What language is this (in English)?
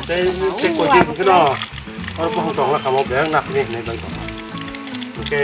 Kok Borok